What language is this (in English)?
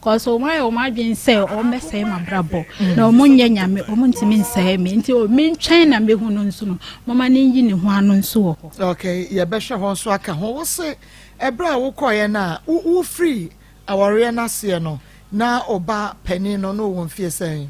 Akan